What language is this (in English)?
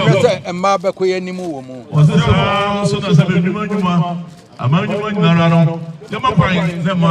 Akan